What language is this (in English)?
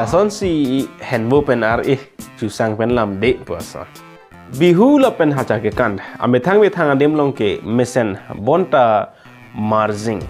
Karbi